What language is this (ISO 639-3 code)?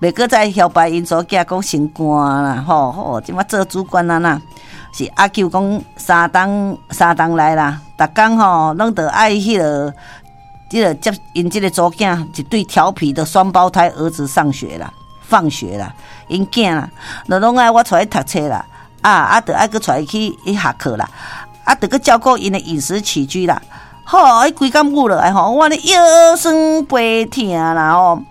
nan